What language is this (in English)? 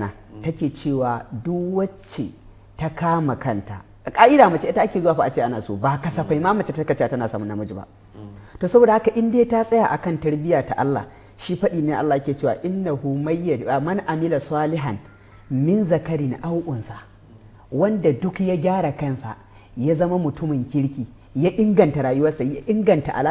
Hausa